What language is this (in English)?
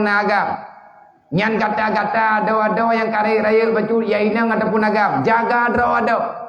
Achinese